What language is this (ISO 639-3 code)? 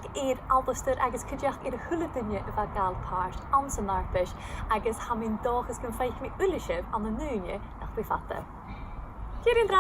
gla